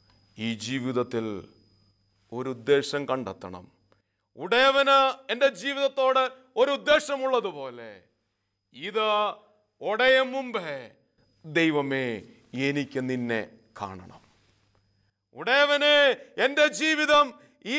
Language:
Malayalam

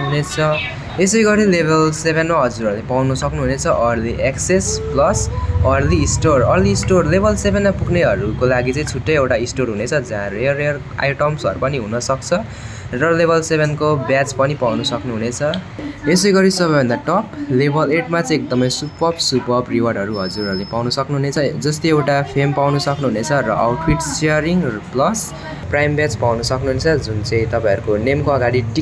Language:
Nepali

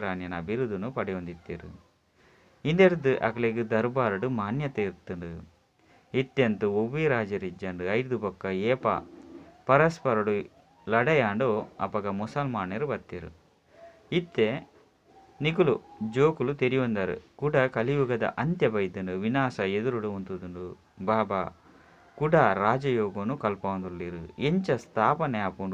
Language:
Tulu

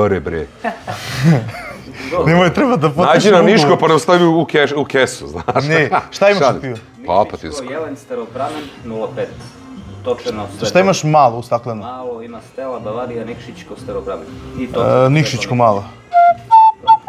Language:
Serbian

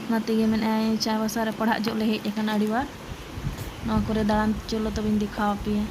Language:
Santali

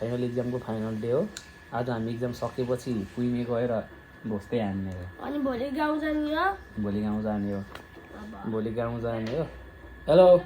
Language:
Nepali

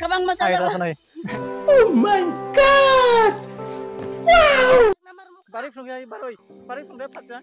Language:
Kok Borok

